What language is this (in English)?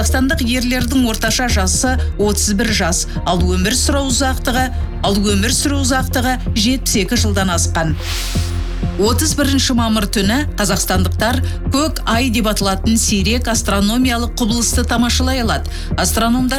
Kazakh